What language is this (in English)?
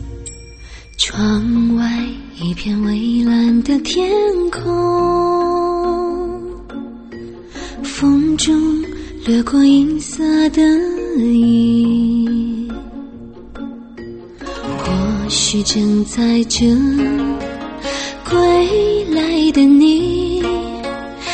Chinese